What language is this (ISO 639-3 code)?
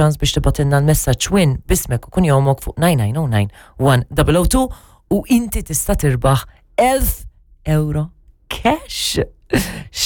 mlt